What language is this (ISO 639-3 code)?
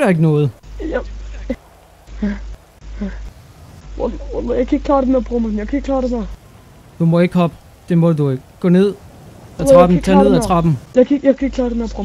dan